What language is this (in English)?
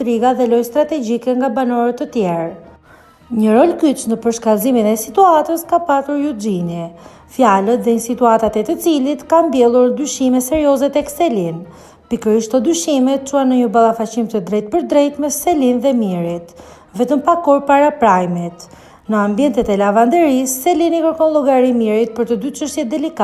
Albanian